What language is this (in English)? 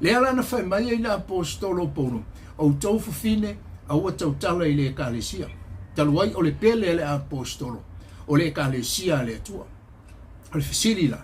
Samoan